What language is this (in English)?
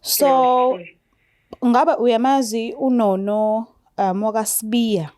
Zulu